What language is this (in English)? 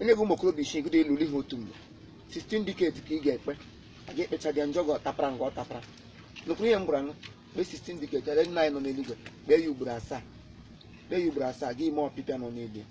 Igbo